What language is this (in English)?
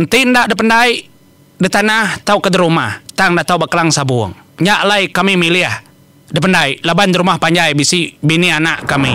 Iban